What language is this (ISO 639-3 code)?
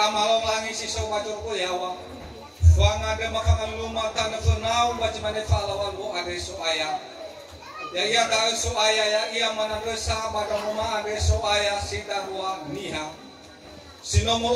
nia